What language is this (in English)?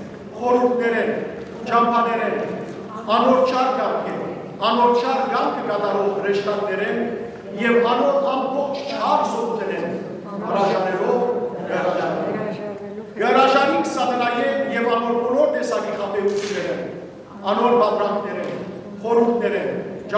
Western Armenian